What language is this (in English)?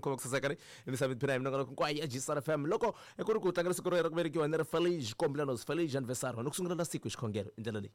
Tsonga